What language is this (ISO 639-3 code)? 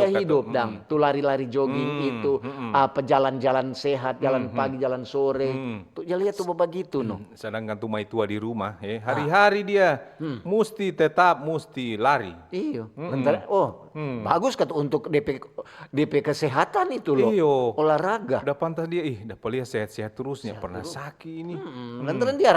xmm